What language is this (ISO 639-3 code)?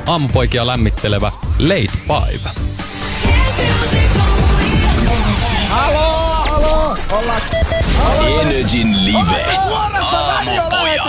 fin